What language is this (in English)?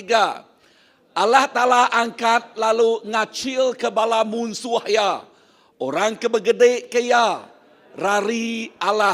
Iban